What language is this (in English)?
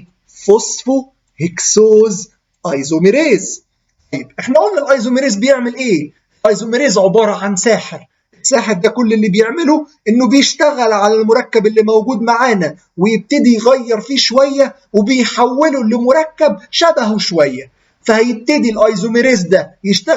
Egyptian Arabic